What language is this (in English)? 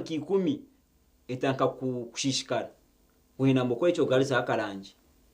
Nyankole